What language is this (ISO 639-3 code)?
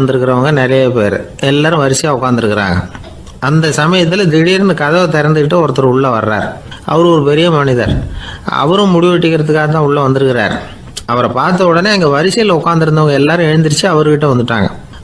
tam